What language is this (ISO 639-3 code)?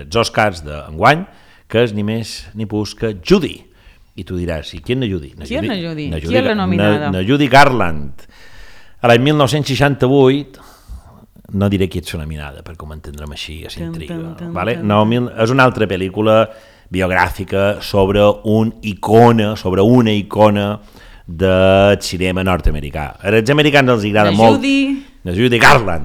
cat